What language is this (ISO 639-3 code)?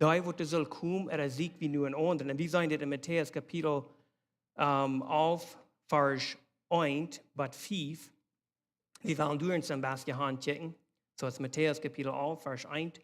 pdt